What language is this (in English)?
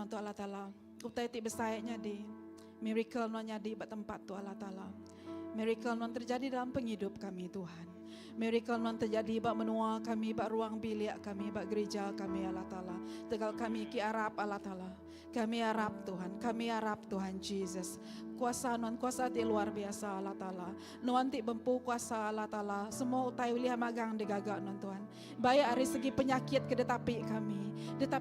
Iban